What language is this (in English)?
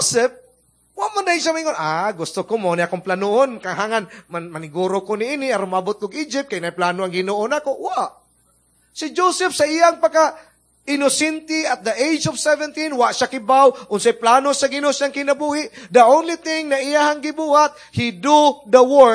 Cebuano